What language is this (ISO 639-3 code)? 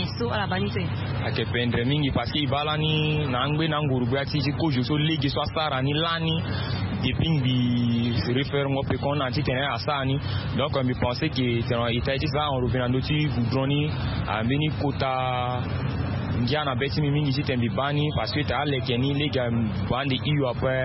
sag